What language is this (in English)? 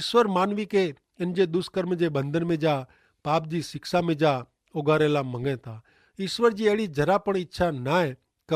Kachhi